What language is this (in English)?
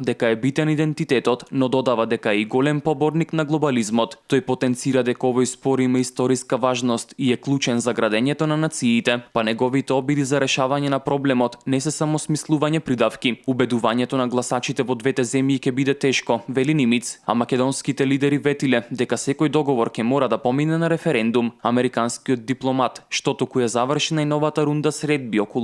Macedonian